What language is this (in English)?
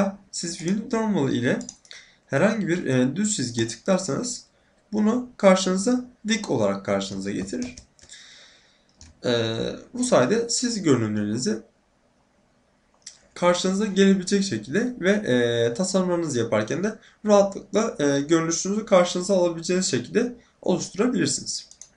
Turkish